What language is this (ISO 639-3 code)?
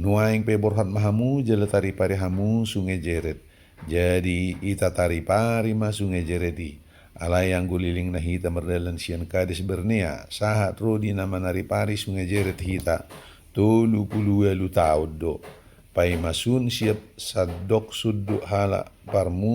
bbc